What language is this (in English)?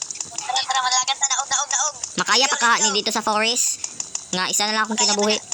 Cebuano